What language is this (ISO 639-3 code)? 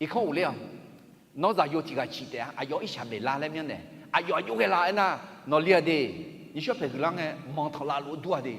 ahk